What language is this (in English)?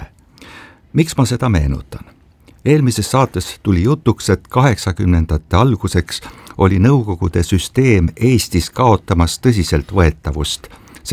Estonian